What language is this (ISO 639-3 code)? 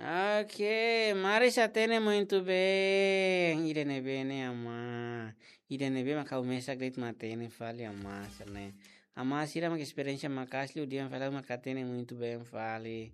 tet